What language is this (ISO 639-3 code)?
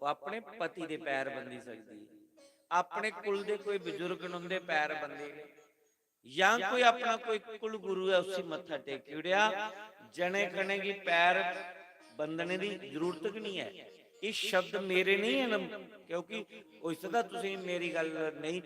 doi